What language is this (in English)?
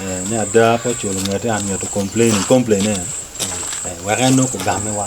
Acoli